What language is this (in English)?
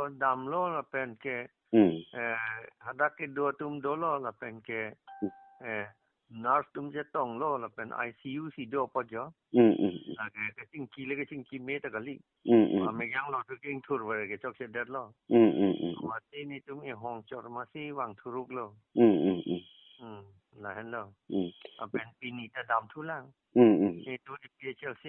Karbi